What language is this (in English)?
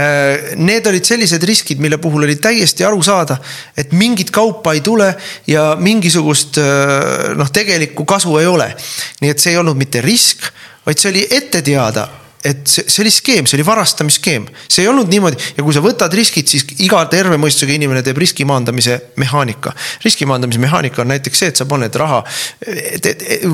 Estonian